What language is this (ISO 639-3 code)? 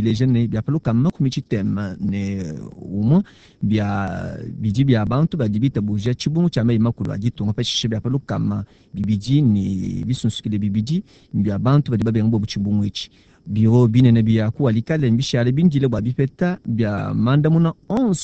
lua